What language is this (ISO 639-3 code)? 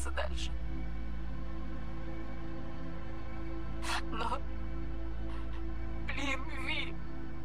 rus